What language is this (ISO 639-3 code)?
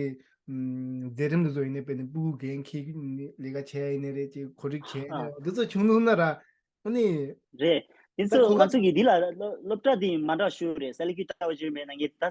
bod